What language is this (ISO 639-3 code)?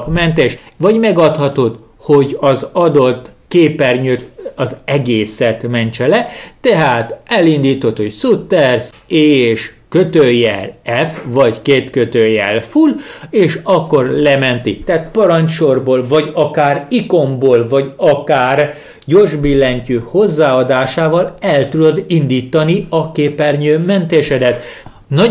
hun